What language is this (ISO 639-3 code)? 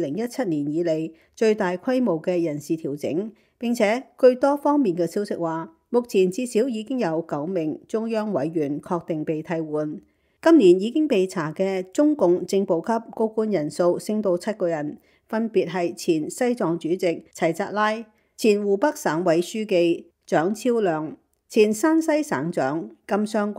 yue